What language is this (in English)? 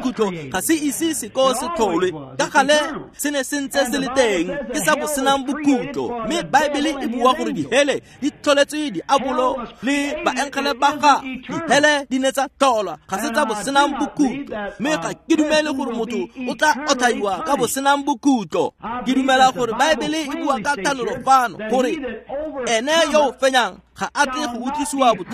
Tswana